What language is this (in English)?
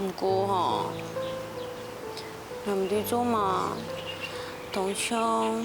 Hakka Chinese